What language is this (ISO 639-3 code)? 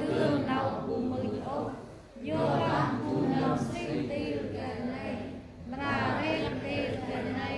cmo